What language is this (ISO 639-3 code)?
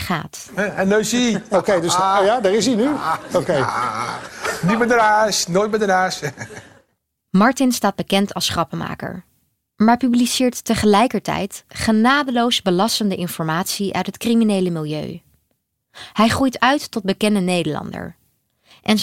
nld